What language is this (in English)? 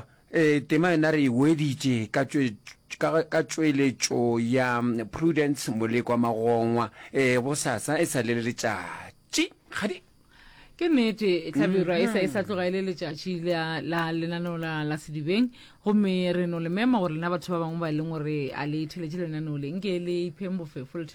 Northern Sotho